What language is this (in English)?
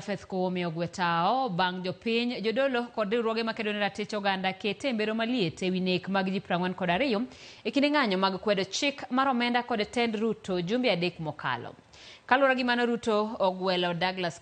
Luo (Kenya and Tanzania)